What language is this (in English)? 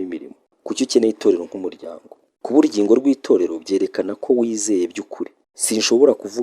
Kinyarwanda